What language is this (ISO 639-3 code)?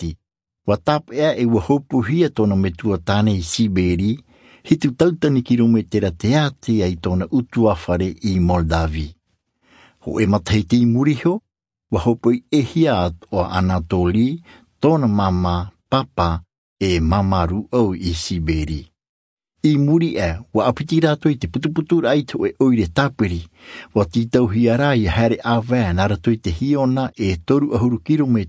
tah